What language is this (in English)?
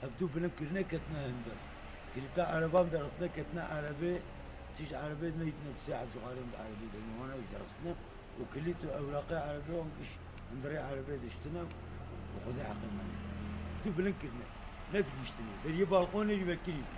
Kurdish